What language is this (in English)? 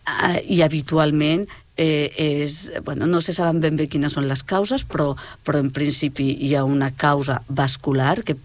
Catalan